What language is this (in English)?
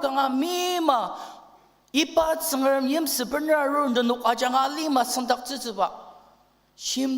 Ao Naga